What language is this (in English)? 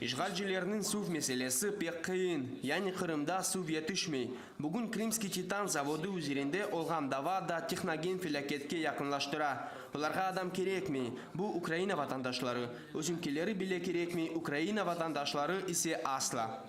Crimean Tatar